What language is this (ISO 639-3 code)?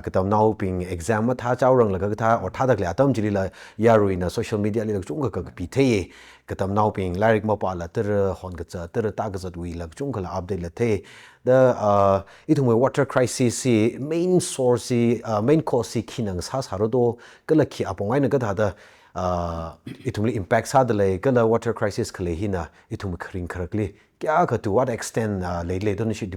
nmf